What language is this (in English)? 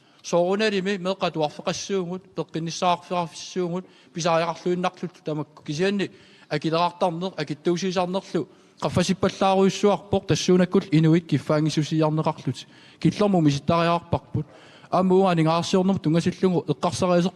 Kalaallisut